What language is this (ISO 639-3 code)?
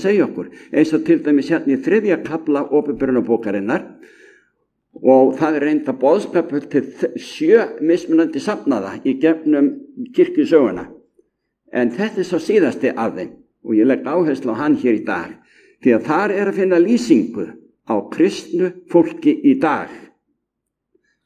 isl